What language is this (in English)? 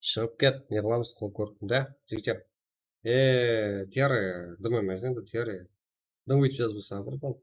Kara-Kalpak